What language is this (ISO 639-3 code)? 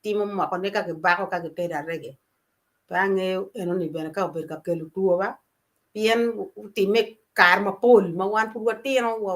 ach